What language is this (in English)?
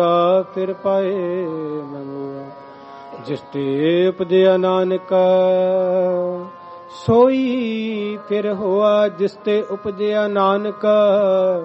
Punjabi